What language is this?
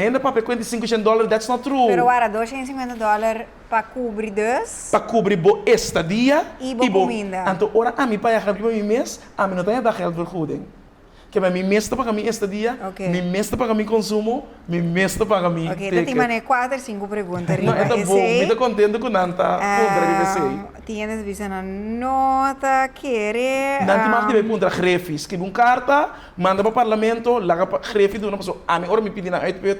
Papiamento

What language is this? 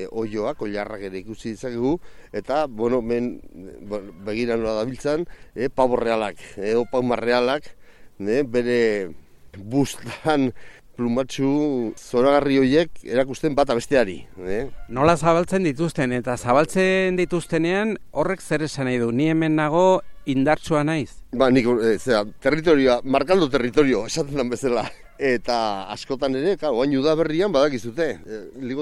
Basque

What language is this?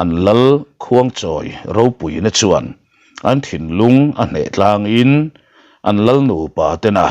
Mizo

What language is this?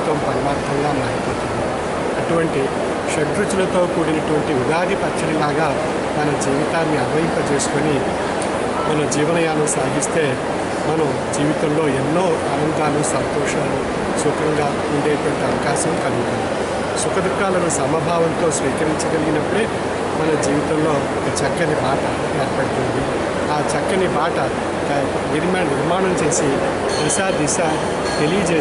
Telugu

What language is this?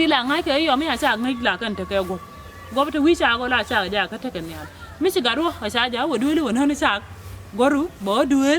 Nuer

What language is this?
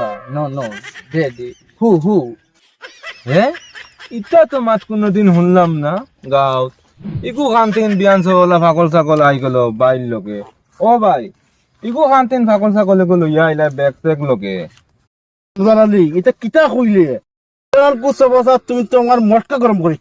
Sylheti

